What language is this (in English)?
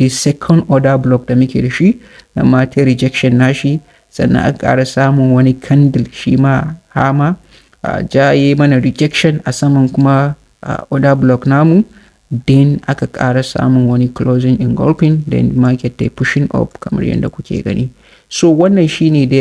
Hausa